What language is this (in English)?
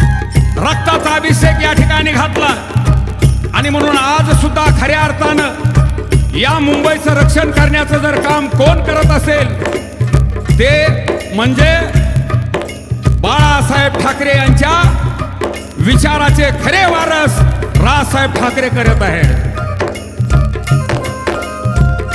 Marathi